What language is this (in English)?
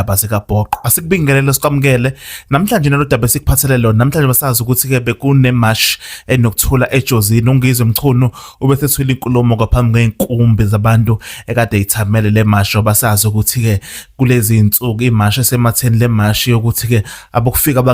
Zulu